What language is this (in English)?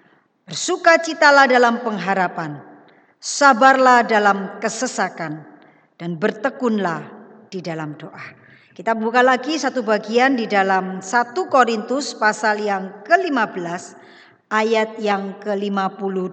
Indonesian